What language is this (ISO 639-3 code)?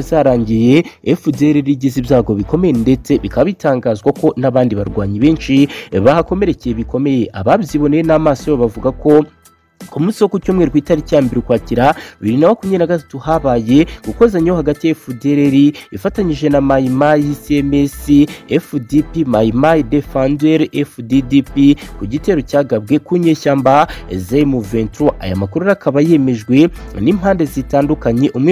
kin